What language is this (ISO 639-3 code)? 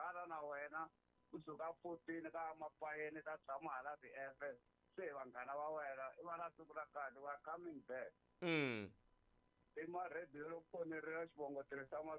tso